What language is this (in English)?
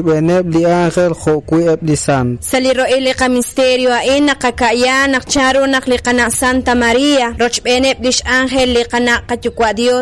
Kekchí